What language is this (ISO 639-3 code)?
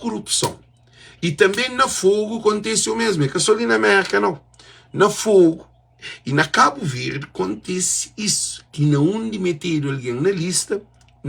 kea